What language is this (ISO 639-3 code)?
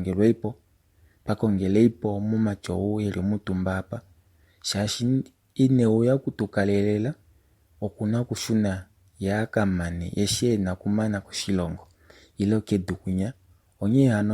kua